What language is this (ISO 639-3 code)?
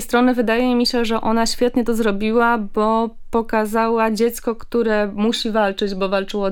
pol